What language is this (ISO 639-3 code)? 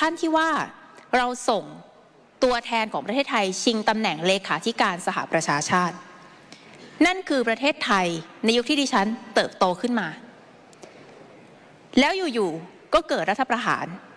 tha